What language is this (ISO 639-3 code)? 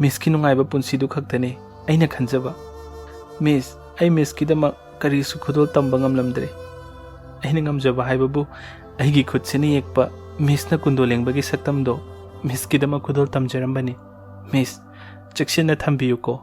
mni